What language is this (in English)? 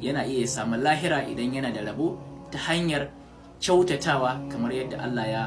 Hausa